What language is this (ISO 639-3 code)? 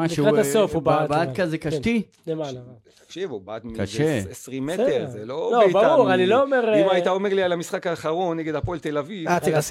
heb